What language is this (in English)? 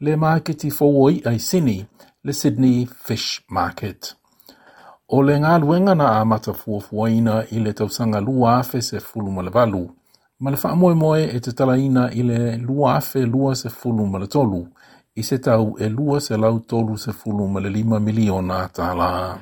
Samoan